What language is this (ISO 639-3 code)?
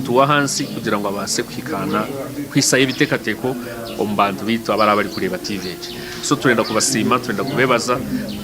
nyn